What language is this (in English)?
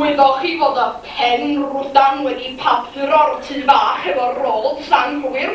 Welsh